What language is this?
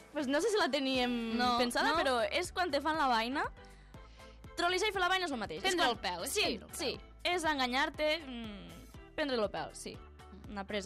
Catalan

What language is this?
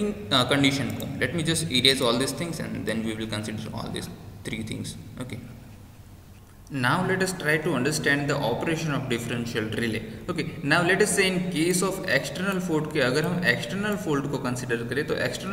Hindi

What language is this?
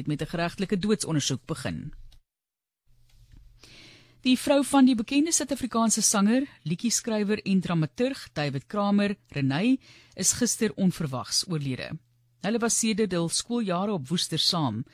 Afrikaans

